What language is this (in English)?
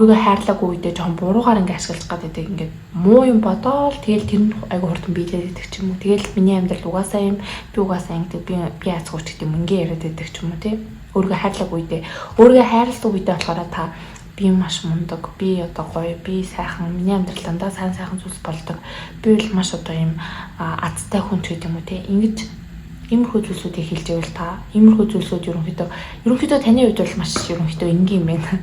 Mongolian